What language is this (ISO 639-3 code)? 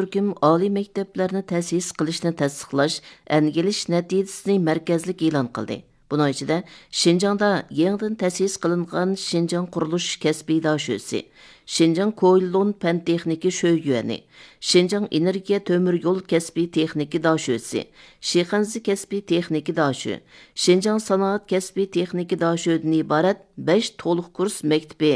uig